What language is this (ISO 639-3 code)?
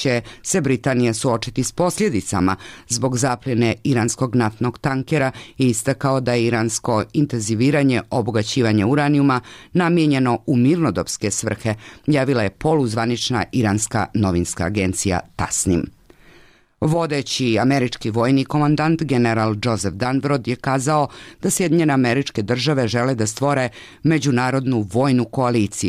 bos